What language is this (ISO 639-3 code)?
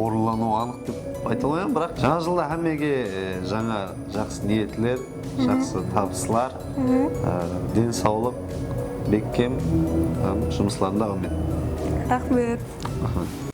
kaa